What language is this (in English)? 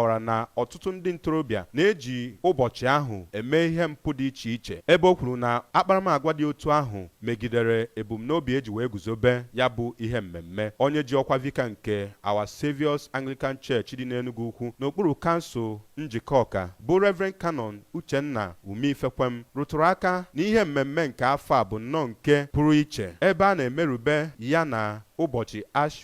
Igbo